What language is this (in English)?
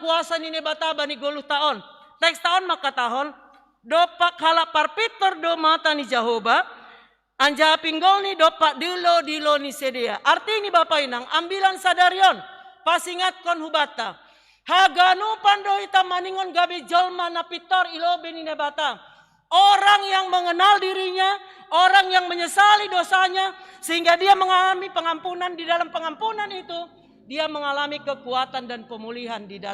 Batak Simalungun